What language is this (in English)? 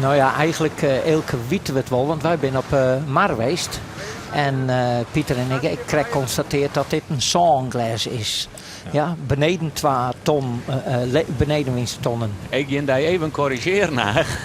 Western Frisian